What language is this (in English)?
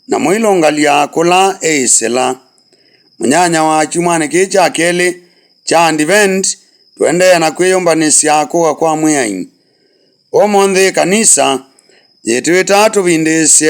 Kamba